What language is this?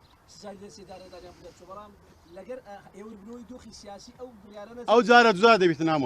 Central Kurdish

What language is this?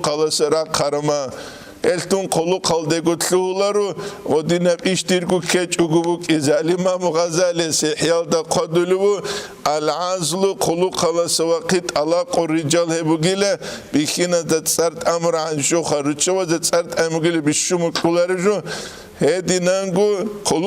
Avaric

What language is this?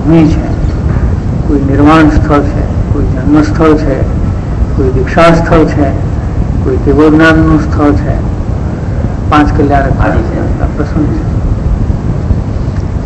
Gujarati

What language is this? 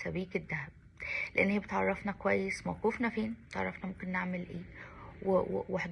Egyptian Arabic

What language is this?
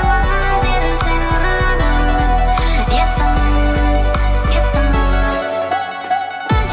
Finnish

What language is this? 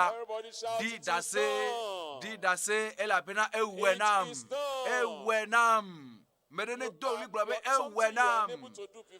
Ewe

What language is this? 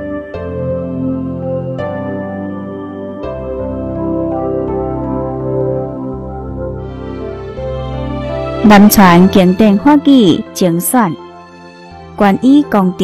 Chinese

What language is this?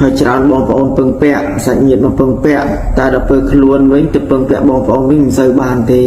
Khmer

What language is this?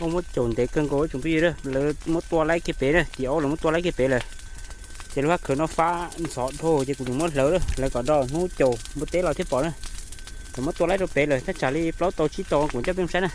Hmong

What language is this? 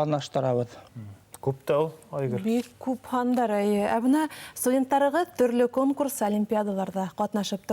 Bashkir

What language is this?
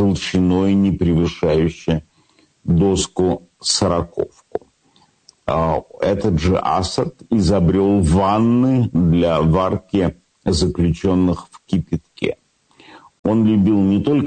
Russian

